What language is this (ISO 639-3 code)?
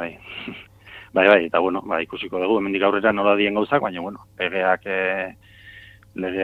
eus